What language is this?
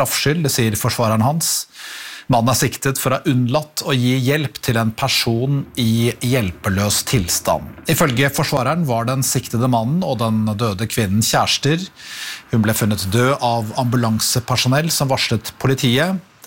Norwegian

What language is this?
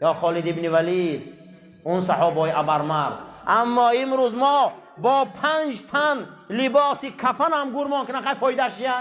Tajik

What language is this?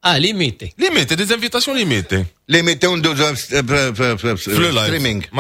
Moroccan Arabic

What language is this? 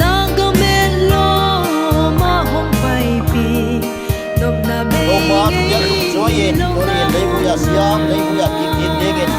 Paite Chin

